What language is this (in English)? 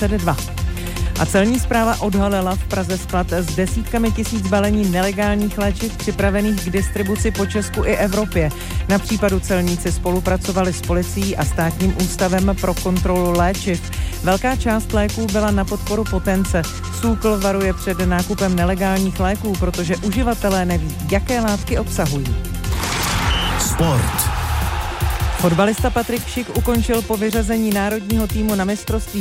Czech